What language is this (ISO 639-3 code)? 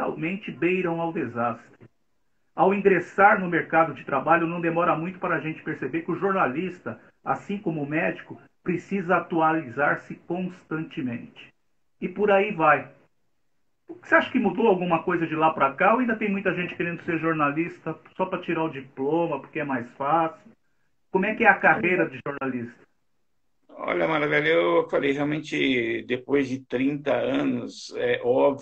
por